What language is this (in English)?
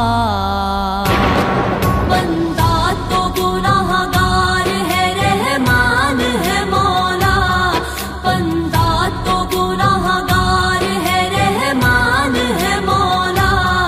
Urdu